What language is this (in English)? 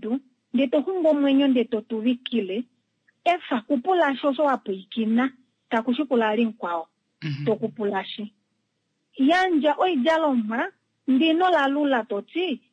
Kuanyama